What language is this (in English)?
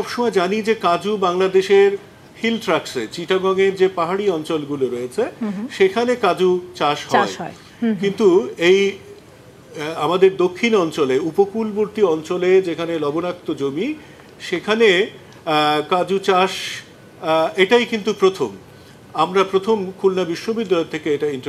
Bangla